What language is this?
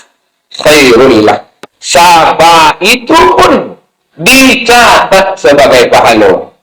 Minangkabau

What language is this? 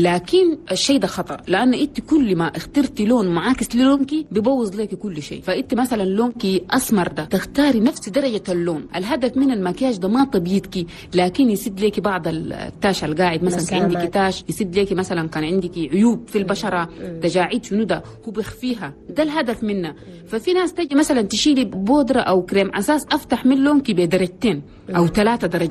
Chadian Arabic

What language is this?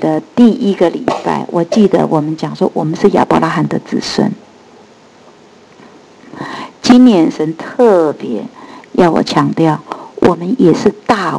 Chinese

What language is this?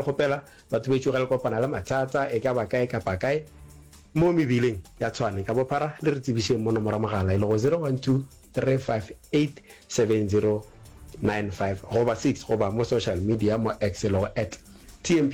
Northern Sotho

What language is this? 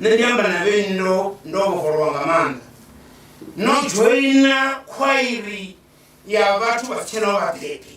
Venda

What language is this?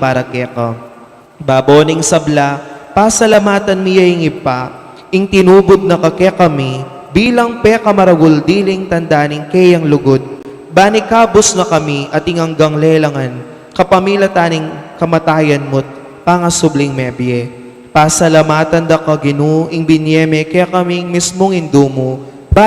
Pampanga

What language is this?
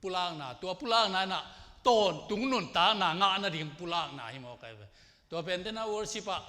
Tedim Chin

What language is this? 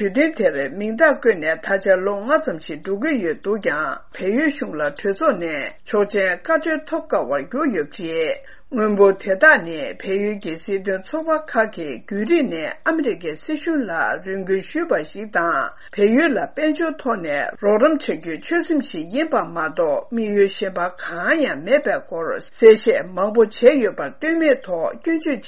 Tibetan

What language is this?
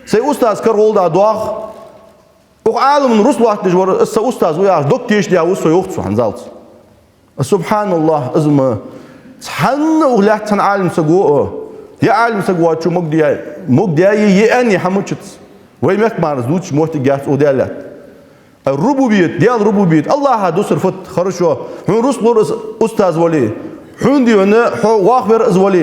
Ingush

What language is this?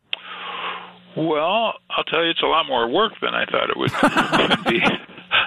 English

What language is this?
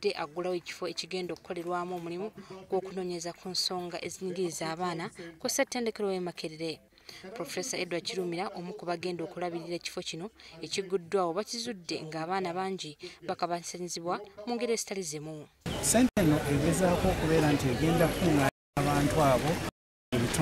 Ganda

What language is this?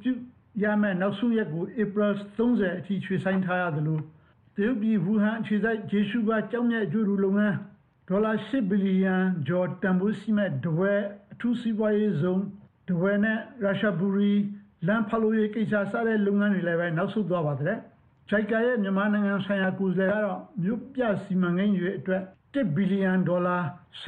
Burmese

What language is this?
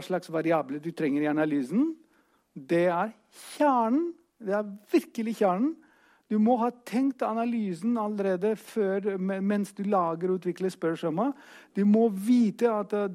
Norwegian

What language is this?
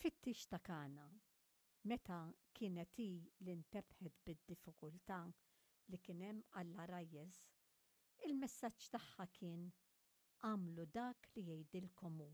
Maltese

